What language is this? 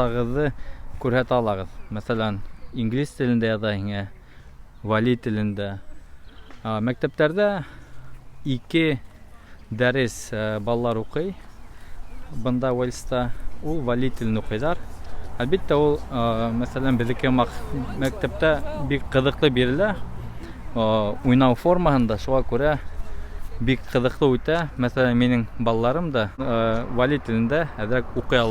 Bashkir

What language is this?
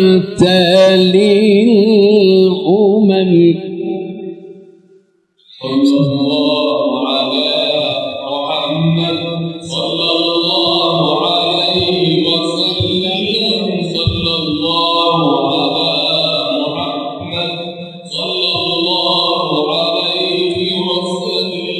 Arabic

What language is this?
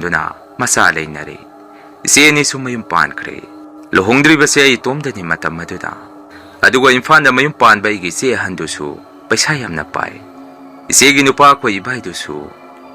Manipuri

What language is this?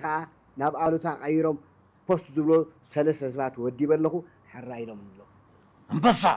Tigrinya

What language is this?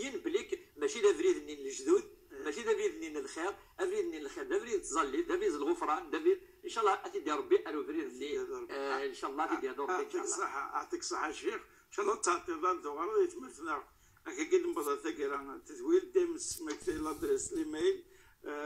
Moroccan Arabic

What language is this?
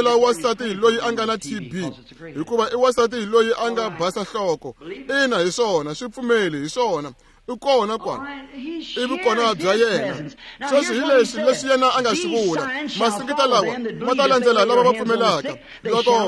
Tsonga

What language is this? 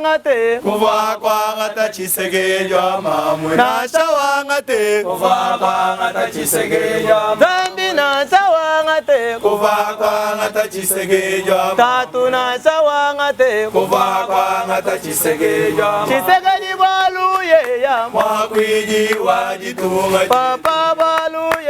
Luba-Lulua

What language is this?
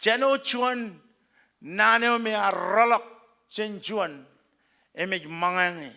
Marshallese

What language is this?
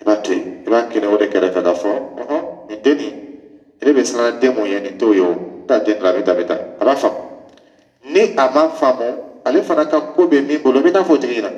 Dyula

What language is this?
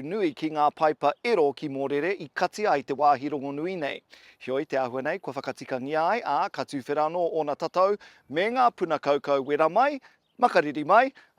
Māori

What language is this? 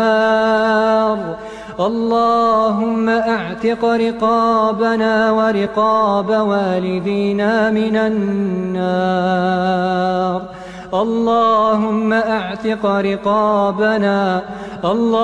Arabic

